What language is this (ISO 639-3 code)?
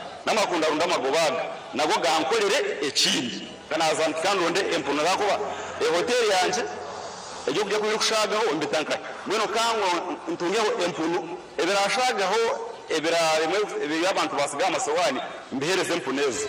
nyn